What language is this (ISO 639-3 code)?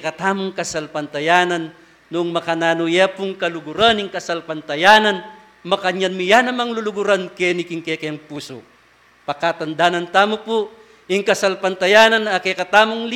pam